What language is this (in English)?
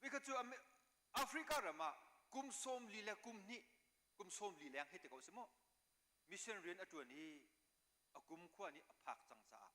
Hakha Chin